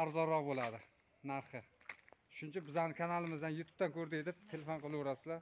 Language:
Uzbek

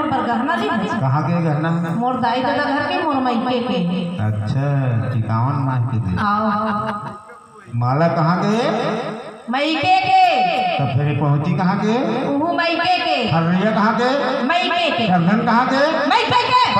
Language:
Chhattisgarhi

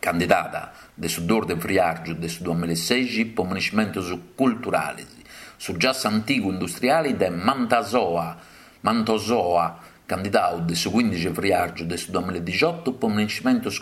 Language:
Sardinian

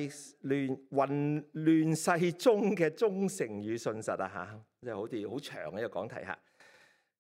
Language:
Cantonese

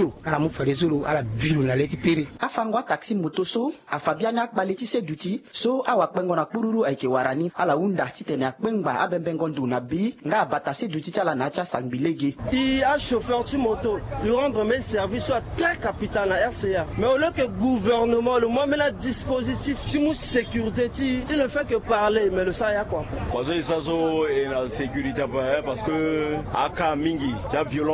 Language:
Sango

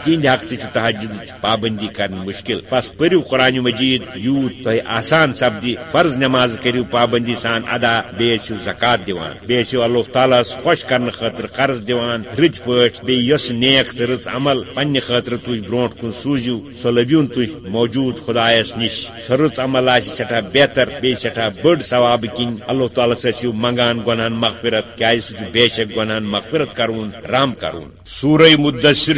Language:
Kashmiri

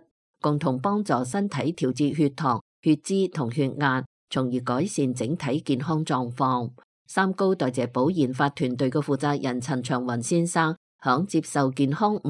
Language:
Cantonese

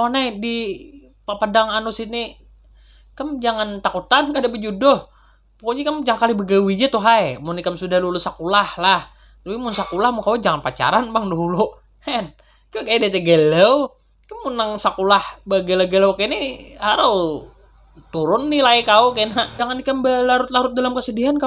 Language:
Banjar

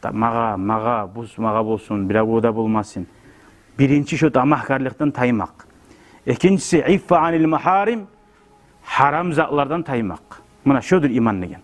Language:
Kumyk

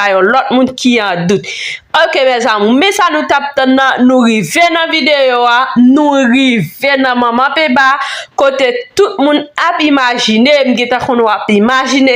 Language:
Haitian Creole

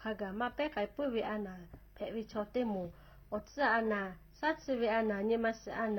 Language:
Lahu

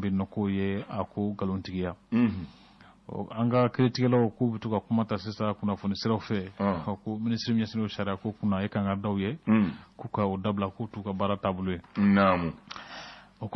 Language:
Bambara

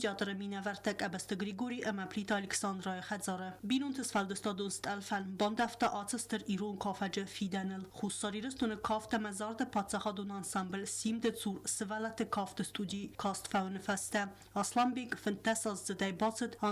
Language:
Ossetic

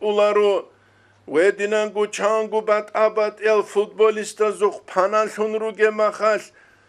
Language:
Avaric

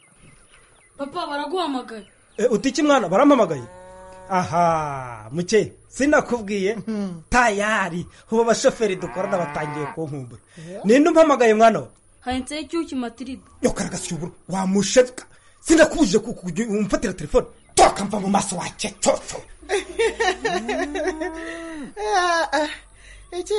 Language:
Kinyarwanda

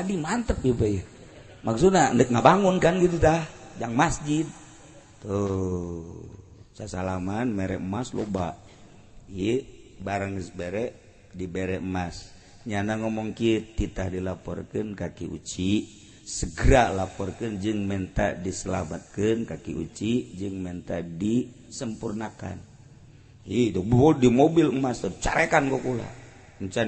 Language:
Sundanese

